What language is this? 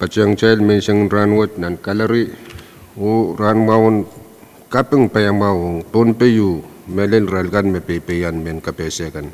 Pohnpeian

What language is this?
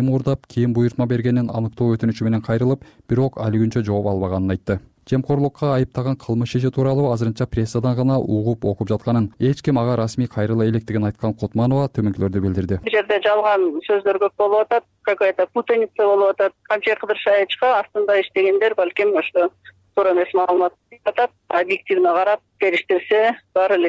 Kyrgyz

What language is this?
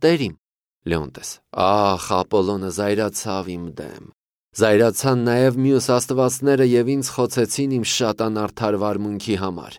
Armenian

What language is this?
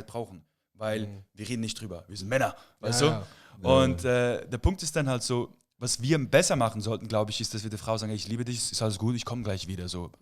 Swiss German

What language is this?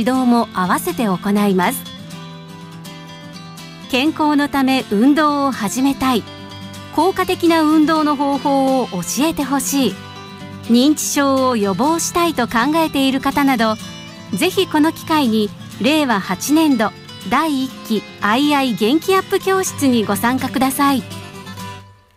Japanese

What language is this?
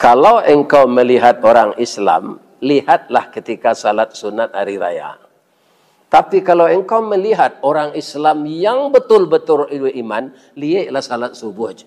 Minangkabau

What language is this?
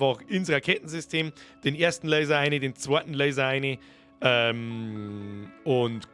Bavarian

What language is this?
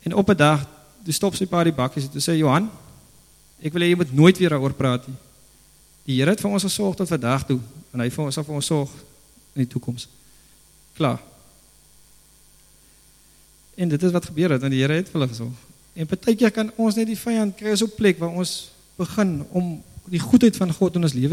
Afrikaans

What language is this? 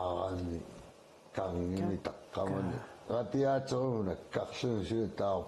Kalaallisut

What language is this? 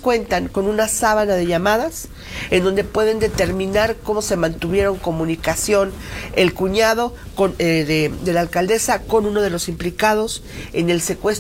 Spanish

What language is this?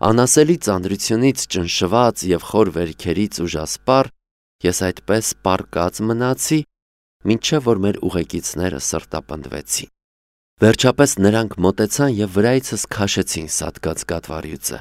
Armenian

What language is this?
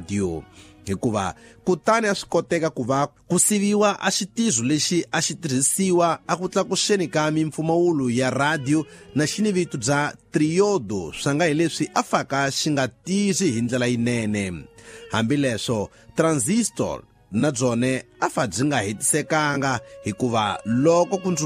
Tsonga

